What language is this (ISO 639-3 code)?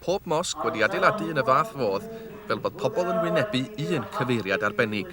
cym